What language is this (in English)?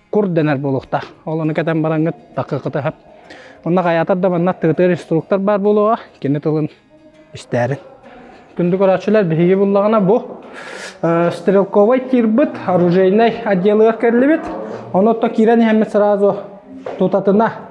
Yakut